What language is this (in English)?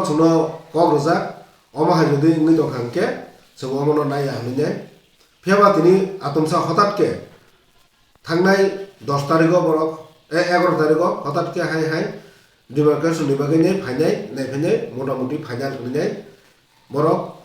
Kok Borok